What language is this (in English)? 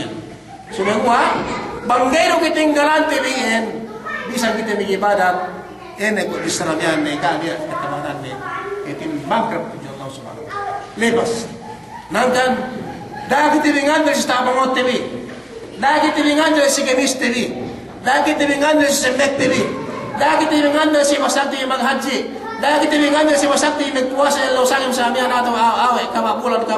Yakan